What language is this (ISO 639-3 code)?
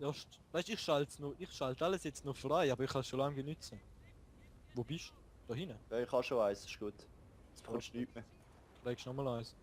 gsw